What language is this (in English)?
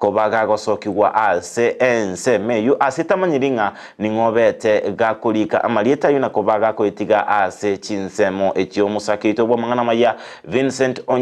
Gusii